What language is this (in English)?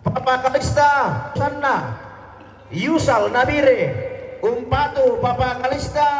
Toraja-Sa'dan